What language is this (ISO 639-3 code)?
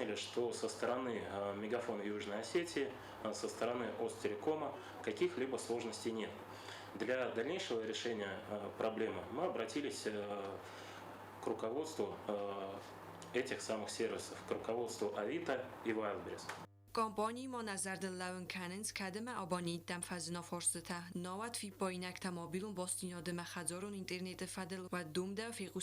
oss